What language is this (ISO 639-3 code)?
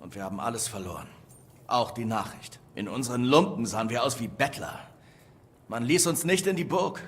bar